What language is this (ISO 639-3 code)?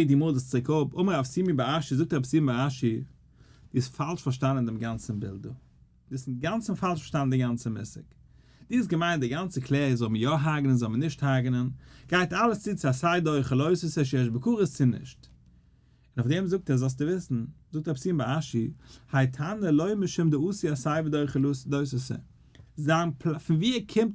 yid